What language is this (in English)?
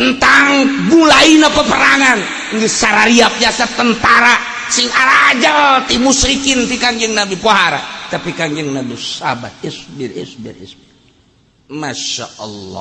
Sundanese